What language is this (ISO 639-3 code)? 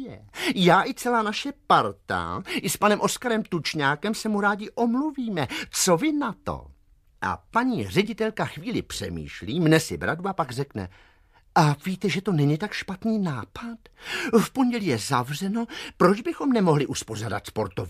ces